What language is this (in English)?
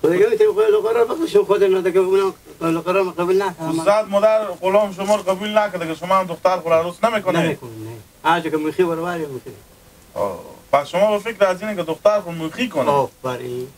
Hazaragi